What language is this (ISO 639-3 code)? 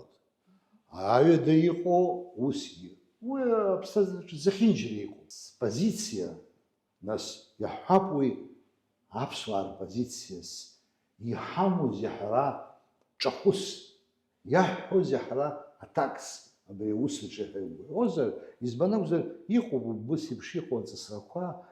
abk